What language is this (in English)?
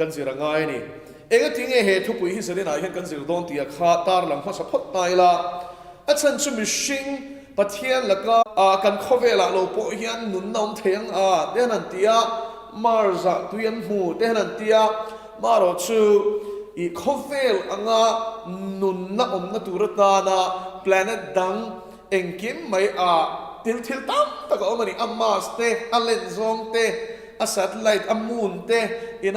Mizo